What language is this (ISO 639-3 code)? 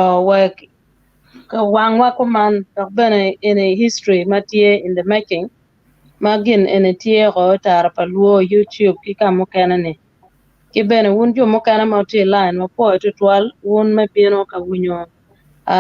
ach